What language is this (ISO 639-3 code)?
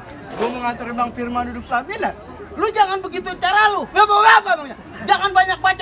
bew